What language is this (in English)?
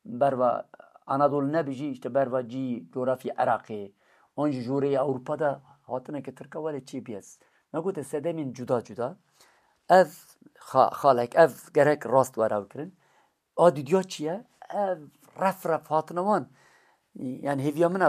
Kurdish